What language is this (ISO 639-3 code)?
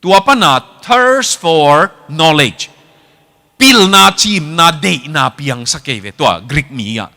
ctd